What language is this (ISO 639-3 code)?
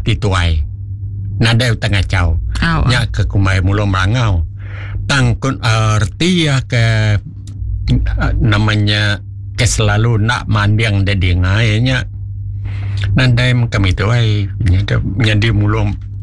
iba